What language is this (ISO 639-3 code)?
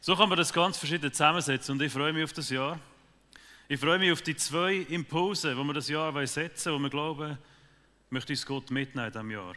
gsw